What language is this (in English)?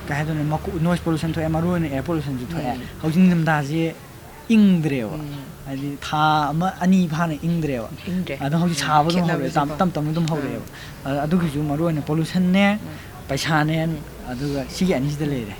Manipuri